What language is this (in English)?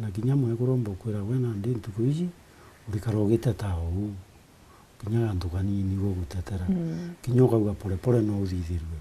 Meru